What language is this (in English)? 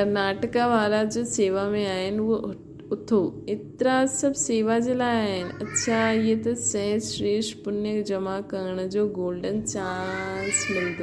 Sindhi